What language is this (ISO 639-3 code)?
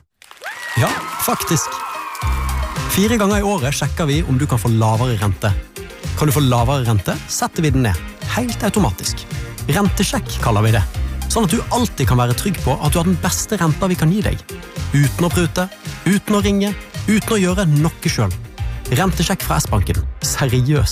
nor